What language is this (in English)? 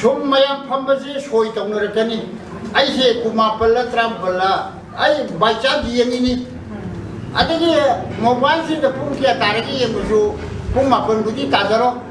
Manipuri